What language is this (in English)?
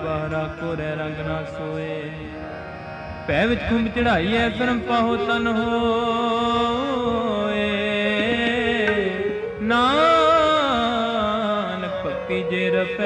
Punjabi